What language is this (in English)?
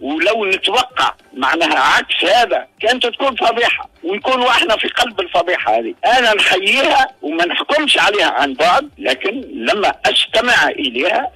Tunisian Arabic